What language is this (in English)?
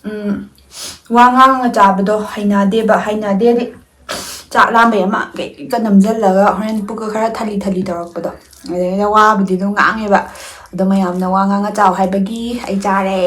Manipuri